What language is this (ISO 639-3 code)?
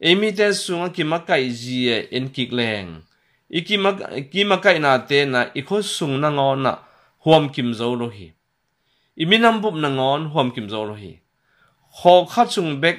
ctd